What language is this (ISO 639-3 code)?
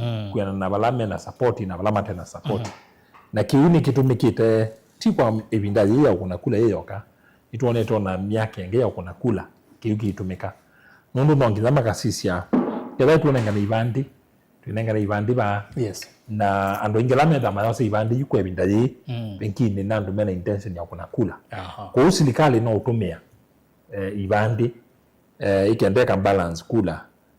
kam